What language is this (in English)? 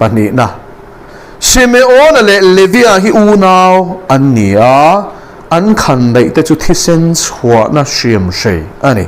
Mizo